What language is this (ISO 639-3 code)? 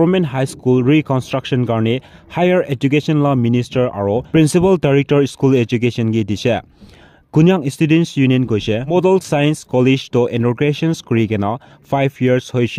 nag